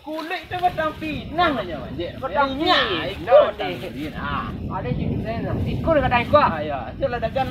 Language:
Minangkabau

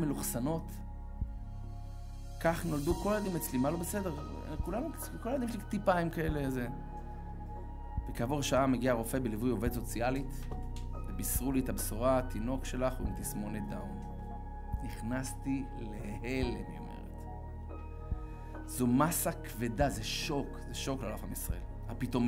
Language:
Hebrew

